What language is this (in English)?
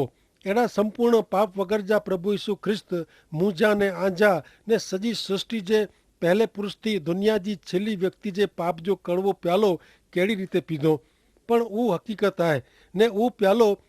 Kachhi